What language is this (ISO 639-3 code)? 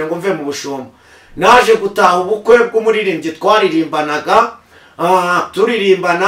kin